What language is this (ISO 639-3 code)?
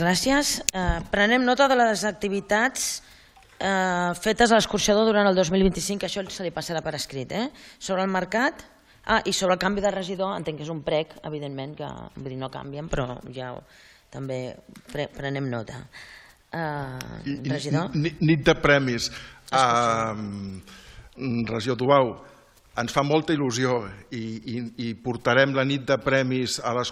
cat